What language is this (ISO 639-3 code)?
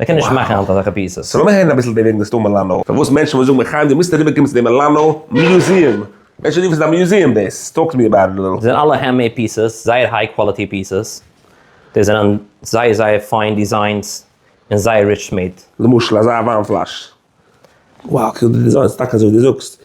yid